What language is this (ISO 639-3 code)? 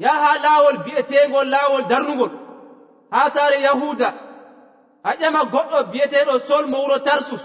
fuv